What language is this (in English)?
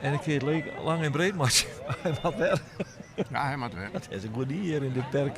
Western Frisian